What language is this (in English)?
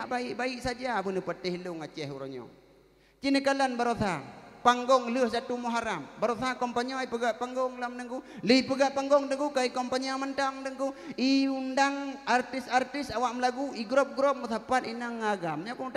Achinese